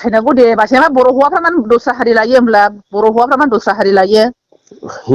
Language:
Bodo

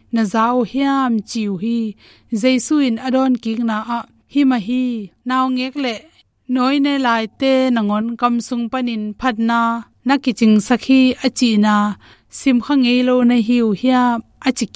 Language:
Tedim Chin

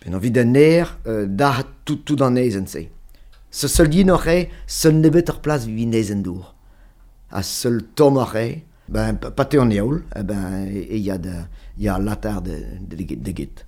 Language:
Breton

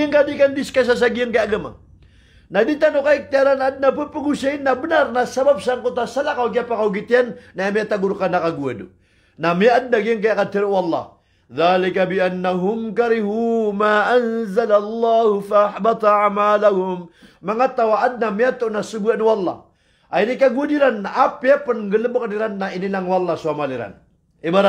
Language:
Maranao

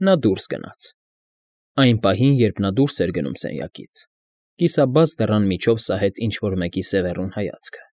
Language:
Armenian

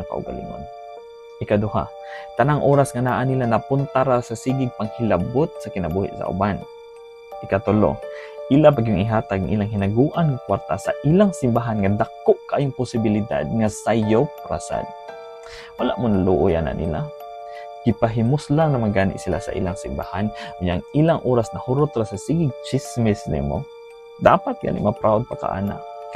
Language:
Cebuano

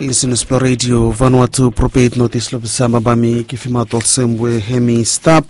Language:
Bislama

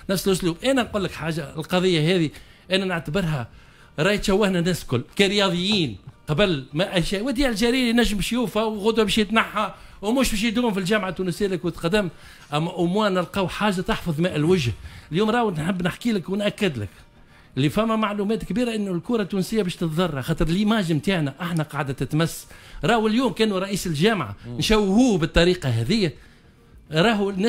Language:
Tunisian Arabic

